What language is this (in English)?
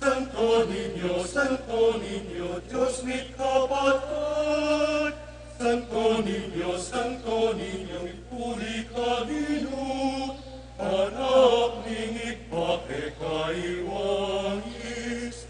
Pampanga